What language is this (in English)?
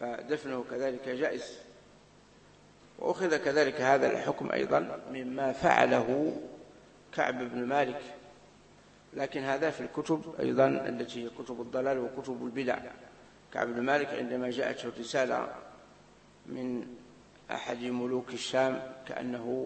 Arabic